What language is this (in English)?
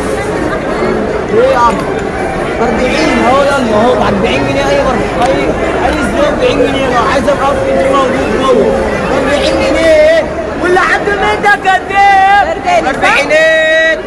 Egyptian Arabic